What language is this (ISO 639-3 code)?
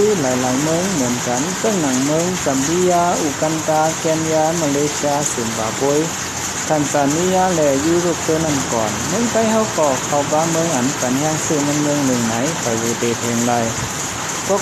shn